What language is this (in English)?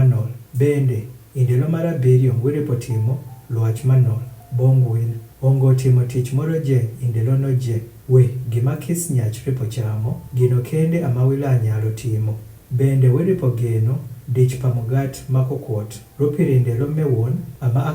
Adhola